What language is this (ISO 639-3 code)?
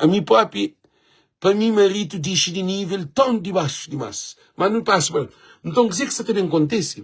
kea